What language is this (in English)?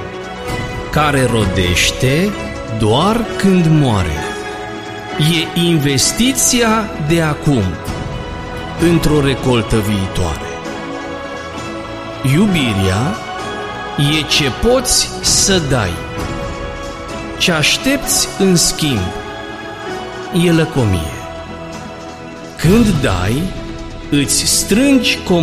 Romanian